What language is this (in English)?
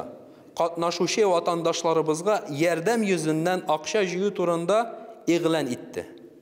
Tatar